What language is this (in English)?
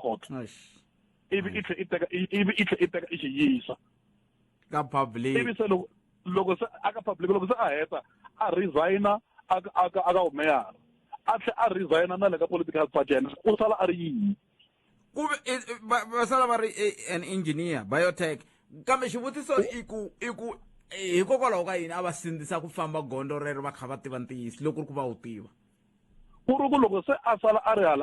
Tsonga